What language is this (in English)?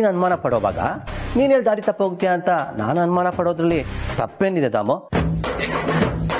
Kannada